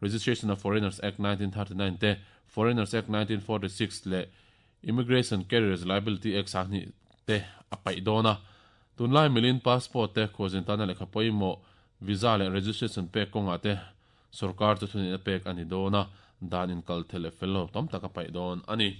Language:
Mizo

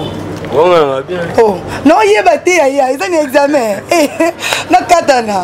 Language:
Lingala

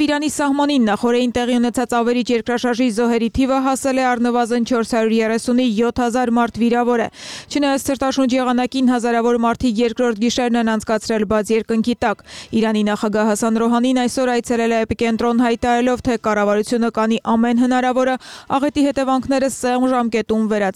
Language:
Armenian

